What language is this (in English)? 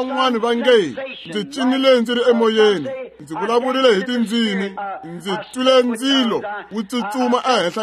Tsonga